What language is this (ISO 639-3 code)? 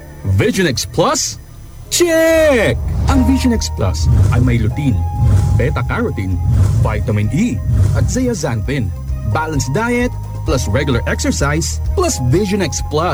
fil